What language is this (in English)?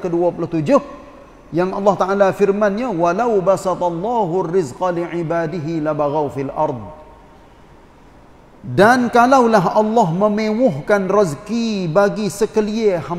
Malay